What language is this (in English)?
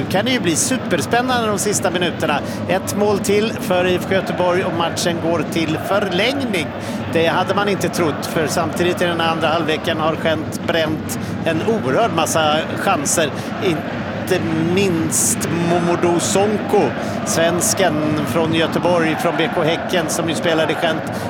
Swedish